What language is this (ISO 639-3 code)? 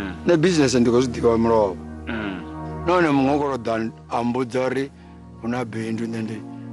ven